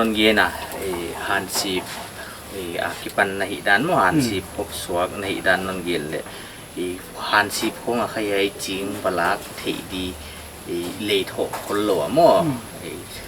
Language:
Paite Chin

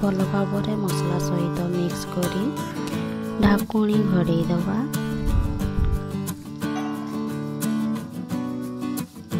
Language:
Odia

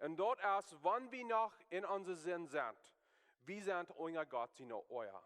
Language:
Plautdietsch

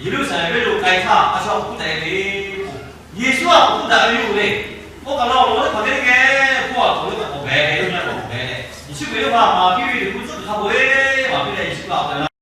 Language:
Lahu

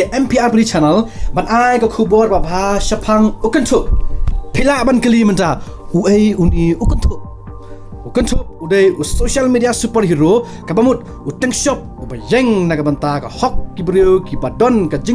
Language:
Khasi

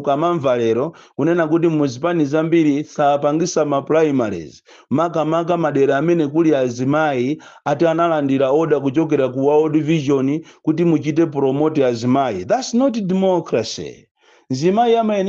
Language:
Nyanja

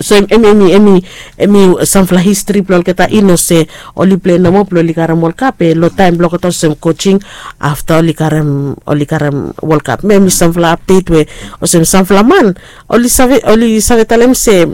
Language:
Bislama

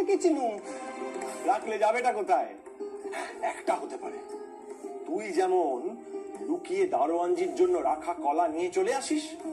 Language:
Bangla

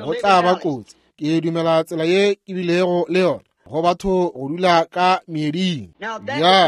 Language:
Northern Sotho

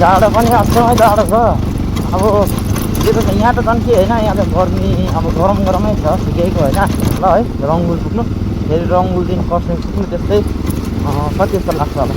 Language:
Nepali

